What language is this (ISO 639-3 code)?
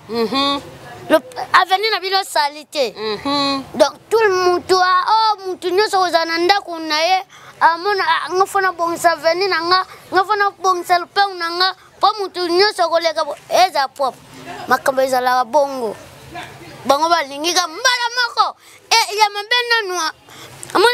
lin